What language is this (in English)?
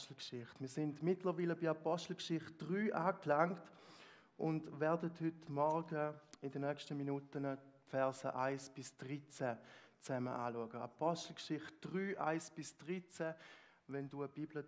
Swiss German